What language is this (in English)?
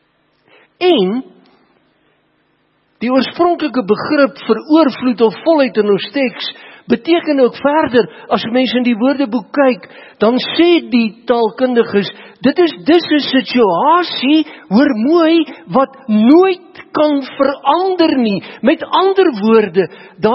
Afrikaans